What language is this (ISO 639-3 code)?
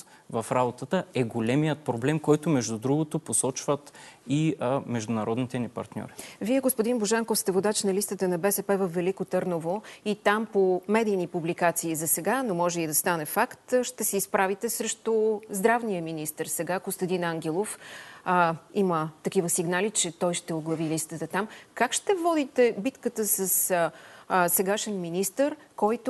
bul